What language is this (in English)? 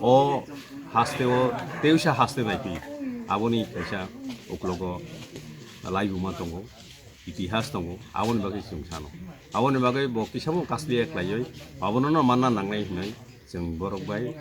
Kok Borok